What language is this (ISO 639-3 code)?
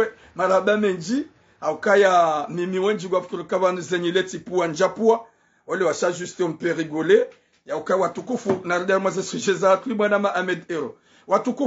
zdj